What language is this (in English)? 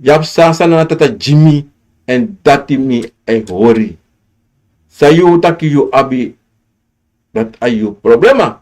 Sranan Tongo